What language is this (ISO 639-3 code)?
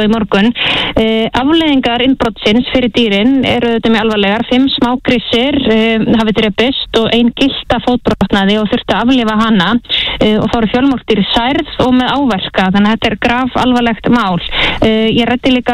isl